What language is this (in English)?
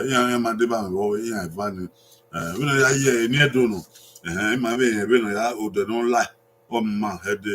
Bini